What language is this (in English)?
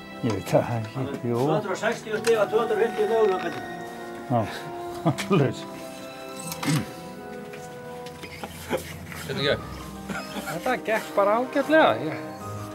Icelandic